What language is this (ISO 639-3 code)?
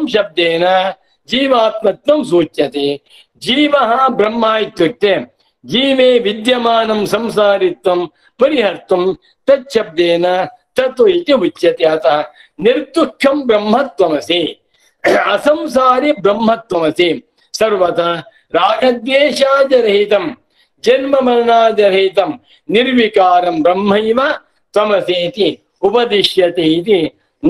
san